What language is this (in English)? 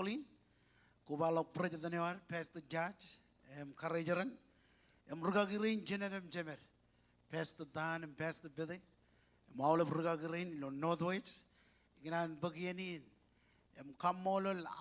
Marshallese